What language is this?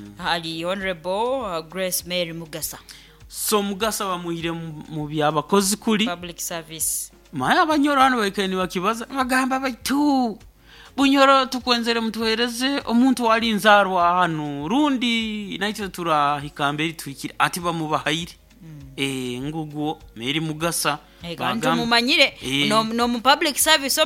Nyoro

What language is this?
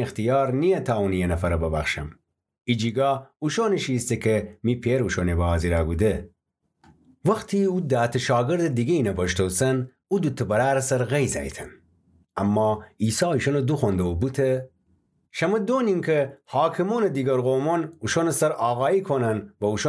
Gilaki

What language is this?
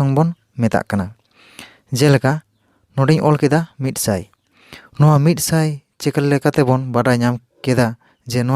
Santali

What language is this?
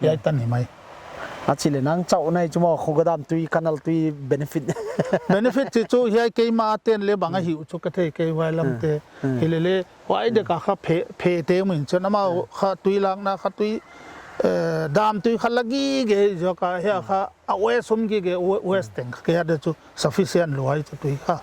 Paite Chin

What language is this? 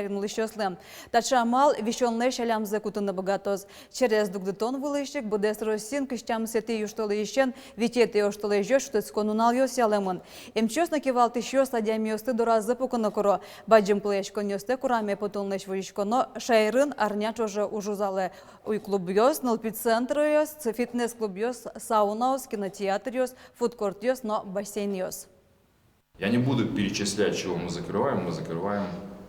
Udmurt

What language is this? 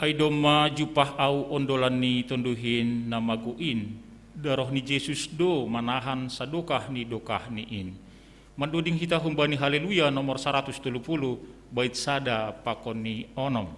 Batak Simalungun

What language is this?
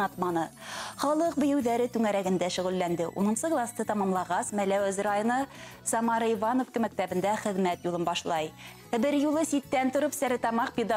Bashkir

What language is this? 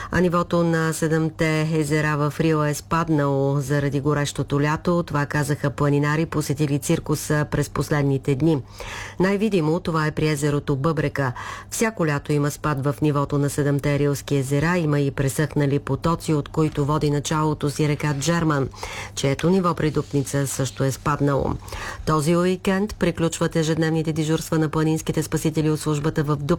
Bulgarian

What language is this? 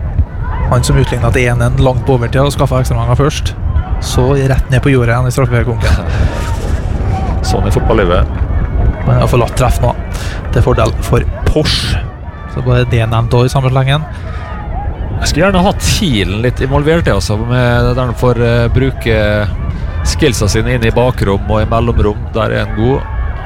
Norwegian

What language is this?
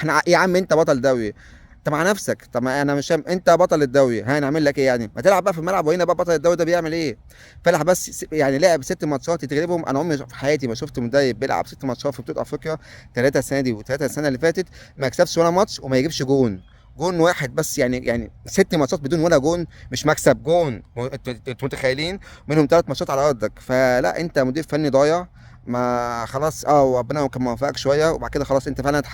Egyptian Arabic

